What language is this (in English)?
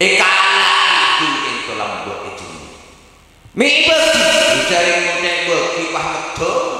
Madurese